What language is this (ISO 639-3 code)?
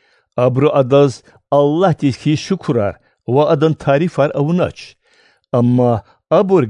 lez